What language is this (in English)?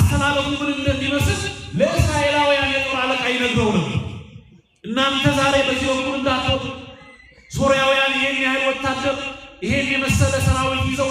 Amharic